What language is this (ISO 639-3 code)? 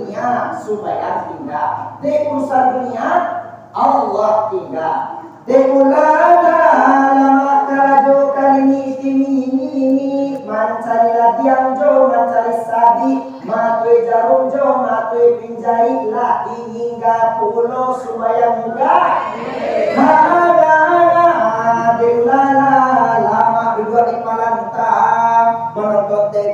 min